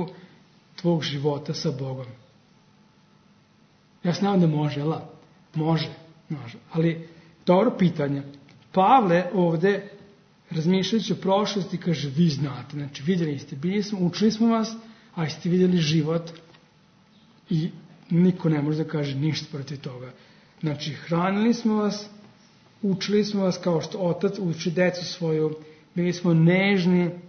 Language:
Serbian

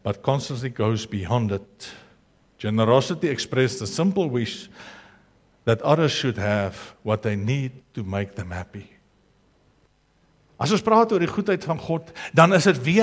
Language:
Afrikaans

